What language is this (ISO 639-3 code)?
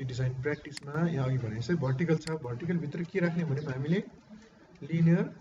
nep